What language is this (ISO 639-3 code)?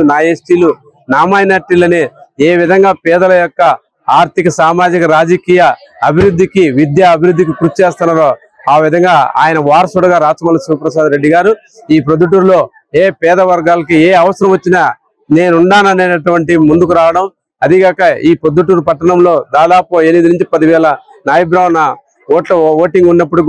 tel